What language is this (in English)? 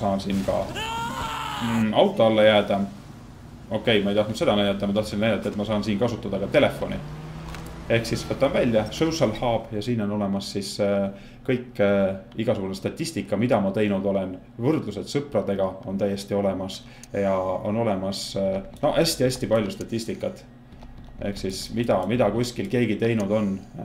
Estonian